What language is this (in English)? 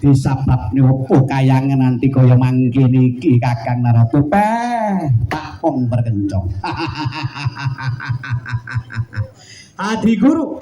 Javanese